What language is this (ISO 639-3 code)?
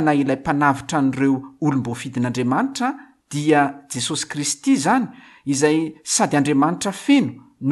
mlg